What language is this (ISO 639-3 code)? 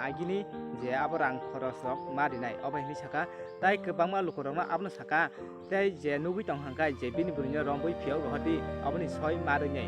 trp